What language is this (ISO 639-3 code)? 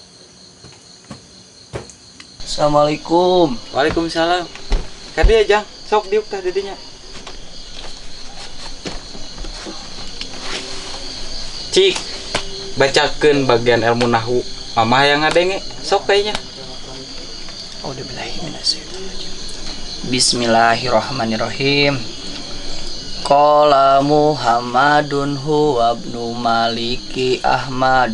sun